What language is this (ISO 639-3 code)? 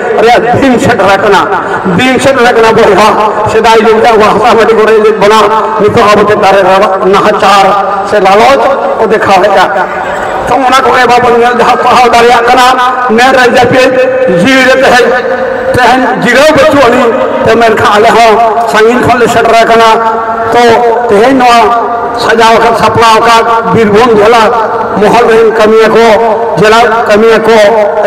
sat